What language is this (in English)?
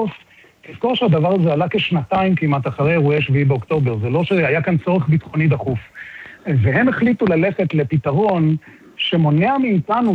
Hebrew